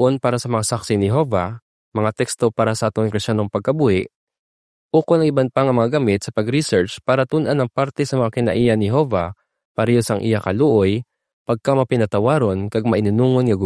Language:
Hiligaynon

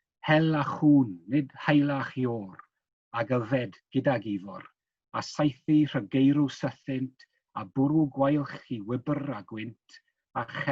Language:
Welsh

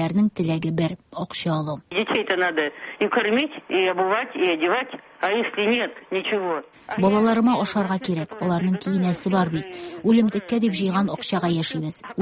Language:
Tatar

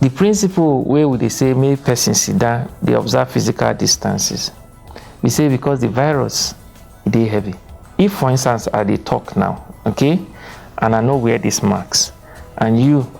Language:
Nigerian Pidgin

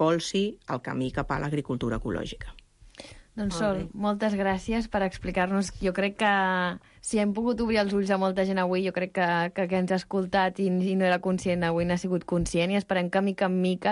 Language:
Catalan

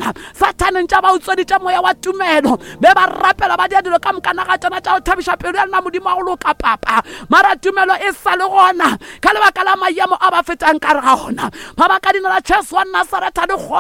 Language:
Northern Sotho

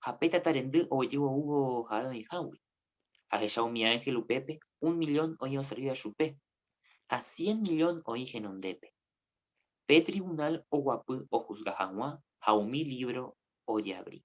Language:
Guarani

